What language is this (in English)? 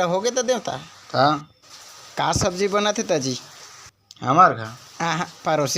Chhattisgarhi